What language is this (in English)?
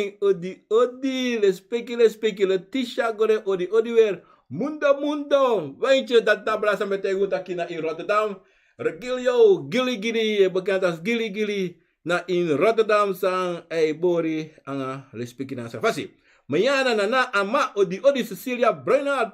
Sranan Tongo